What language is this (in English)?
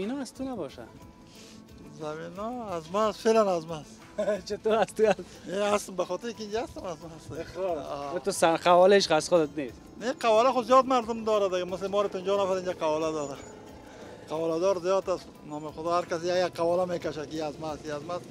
Persian